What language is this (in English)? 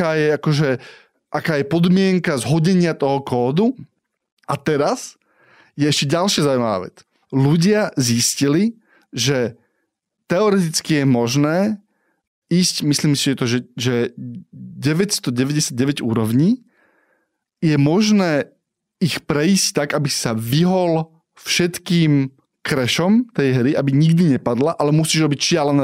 Slovak